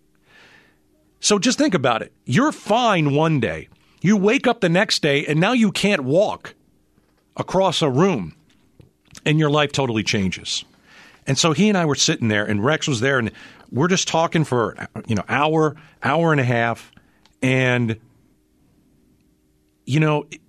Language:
English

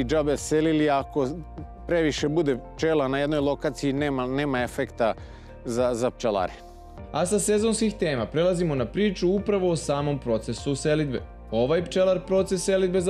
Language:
Serbian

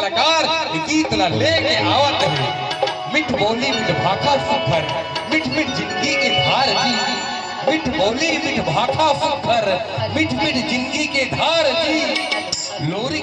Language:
Chhattisgarhi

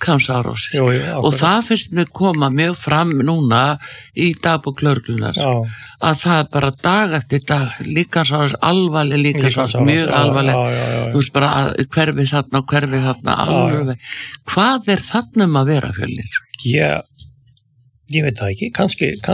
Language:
Icelandic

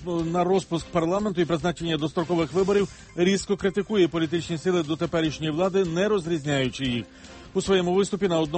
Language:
Ukrainian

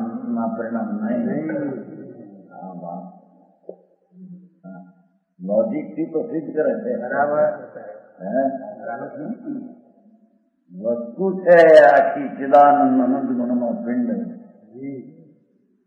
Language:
Gujarati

